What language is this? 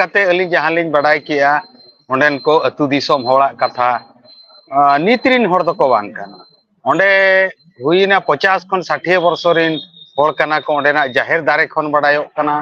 Santali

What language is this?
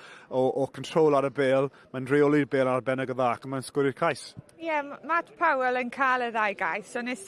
Welsh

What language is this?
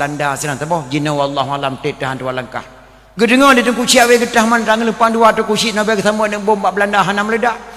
Achinese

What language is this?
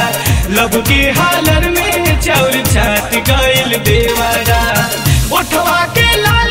Bhojpuri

